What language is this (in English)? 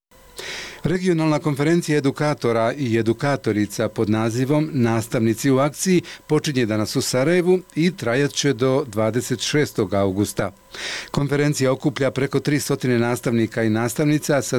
Bosnian